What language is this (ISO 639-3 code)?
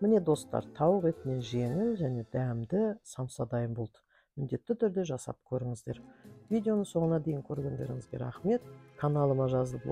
kaz